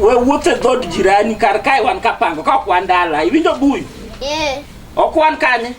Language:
Luo (Kenya and Tanzania)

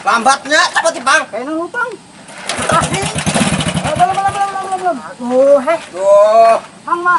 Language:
Banjar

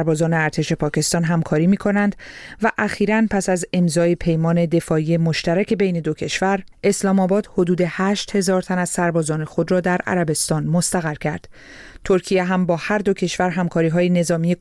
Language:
Persian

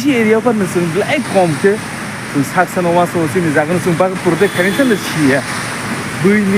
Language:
Kok Borok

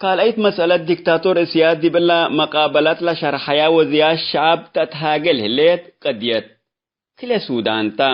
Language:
Tigre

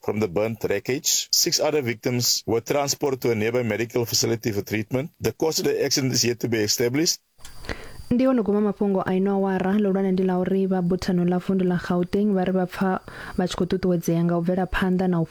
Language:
Venda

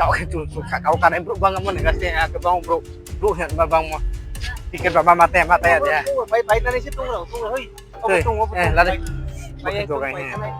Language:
Riang (India)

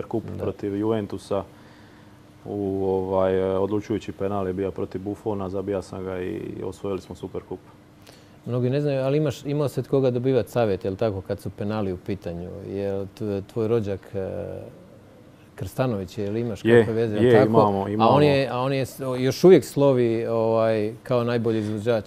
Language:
Croatian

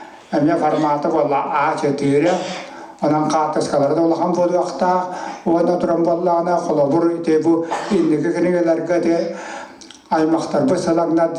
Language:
Yakut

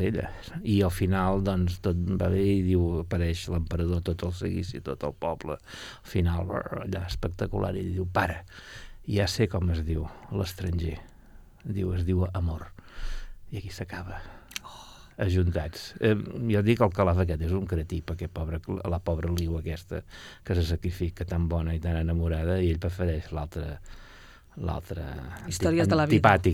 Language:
Catalan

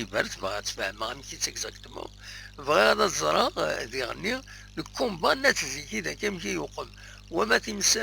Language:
Kabyle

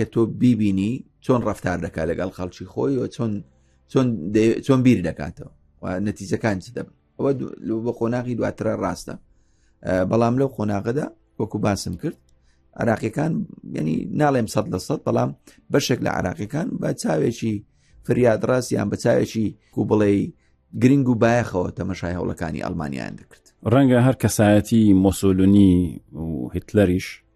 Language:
Central Kurdish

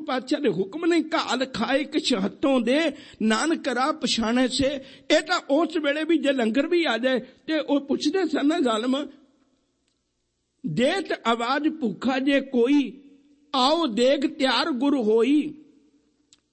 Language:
Punjabi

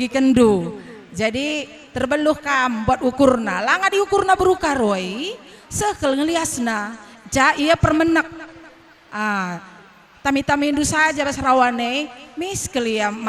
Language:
Batak Karo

